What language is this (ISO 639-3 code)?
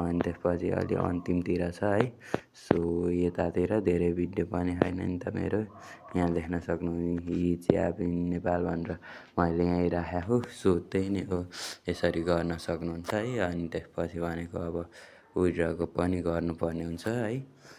nep